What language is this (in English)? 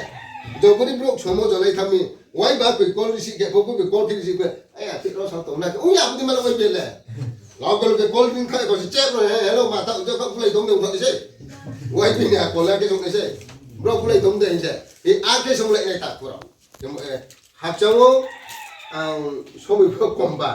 Riang (India)